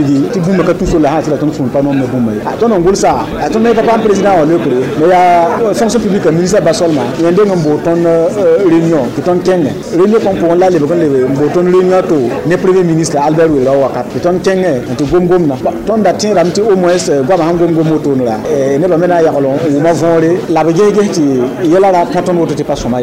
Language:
Mossi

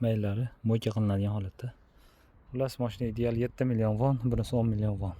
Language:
Uzbek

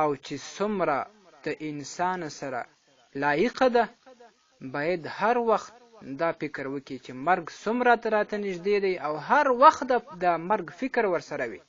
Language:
Pashto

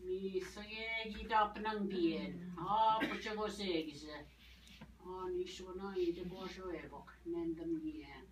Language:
Ojibwa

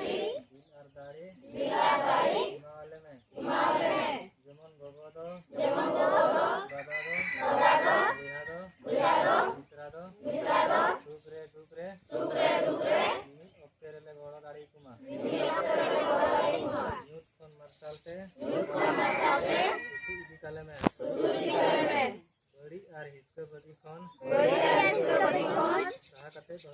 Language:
Santali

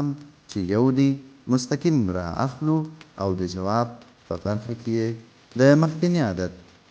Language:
Pashto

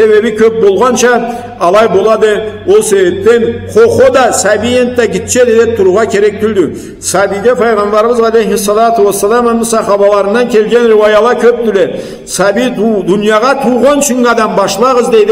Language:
Karachay-Balkar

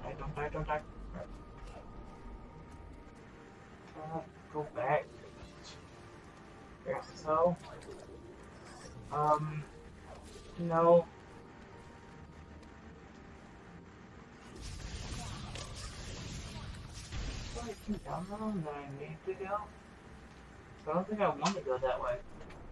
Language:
English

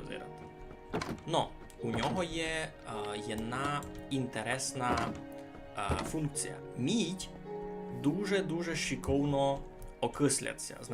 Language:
Rusyn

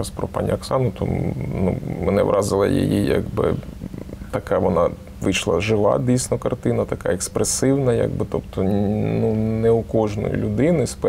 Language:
Ukrainian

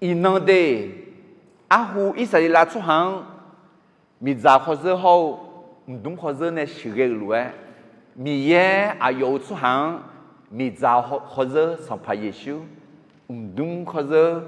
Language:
Akha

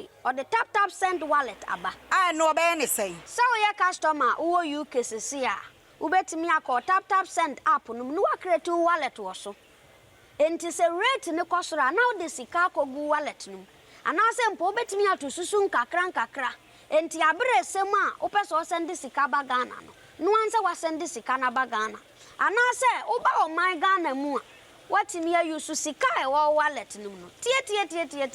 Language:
Akan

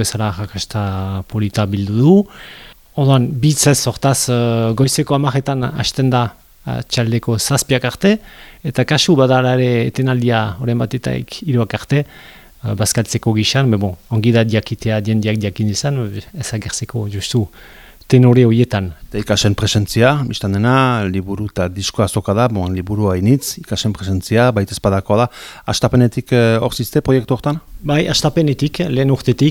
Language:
Basque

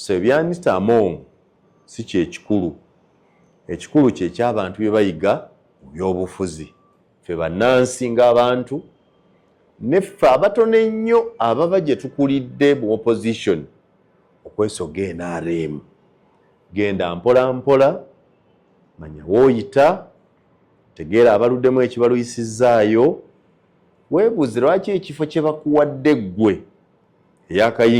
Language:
Ganda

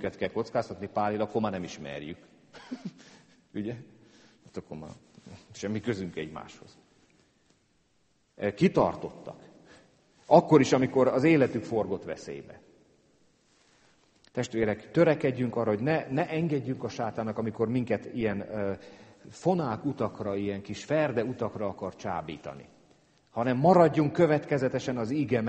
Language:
Hungarian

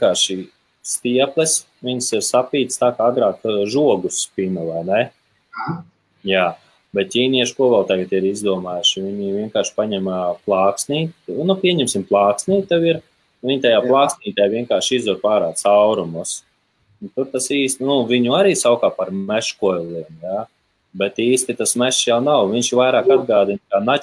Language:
Latvian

